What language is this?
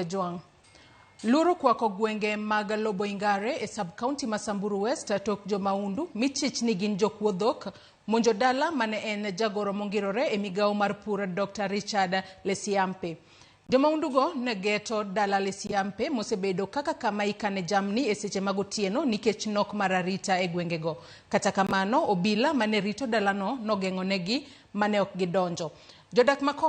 Luo (Kenya and Tanzania)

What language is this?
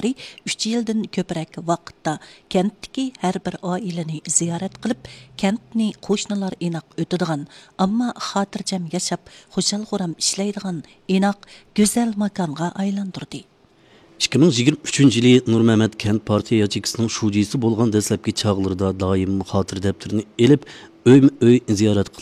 Uyghur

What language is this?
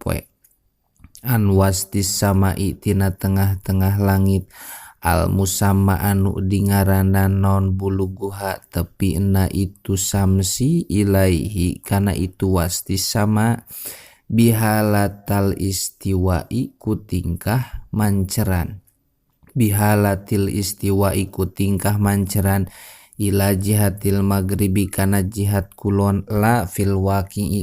Sundanese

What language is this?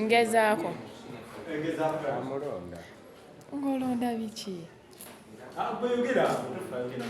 Ganda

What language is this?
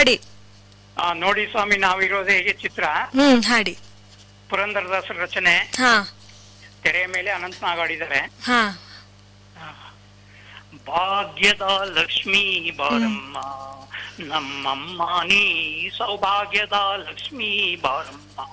Kannada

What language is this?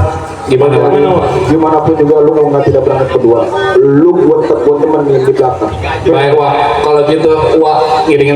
Betawi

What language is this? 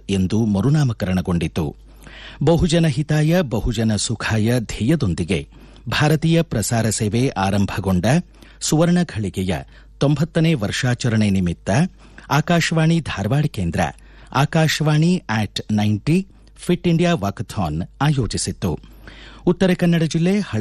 Kannada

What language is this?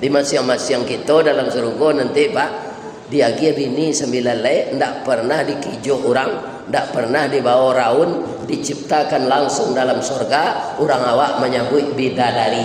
Minangkabau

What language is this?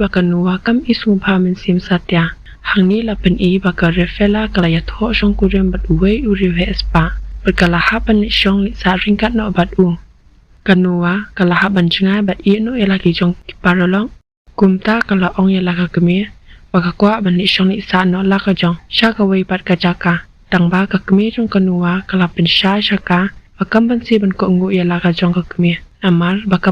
Khasi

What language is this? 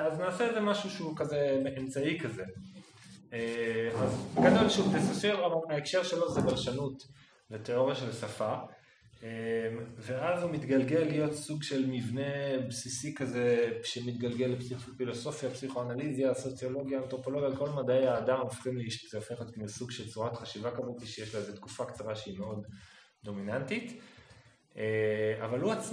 Hebrew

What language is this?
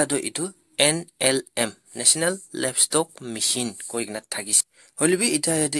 Naga Pidgin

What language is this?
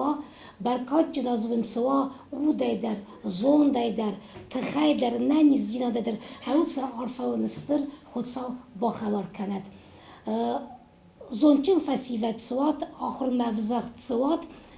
Ossetic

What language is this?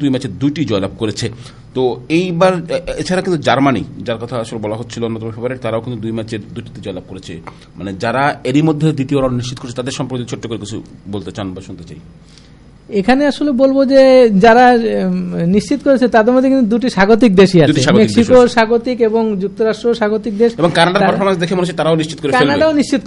Bangla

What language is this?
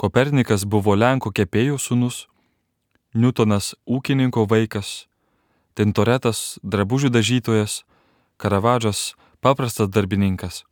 Lithuanian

